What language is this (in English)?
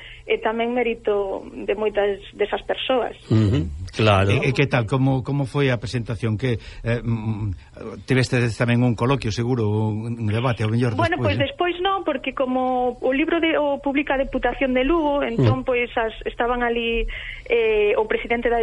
Galician